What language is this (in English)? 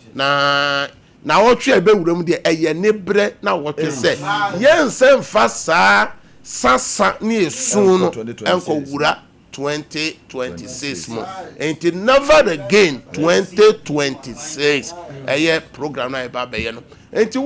Akan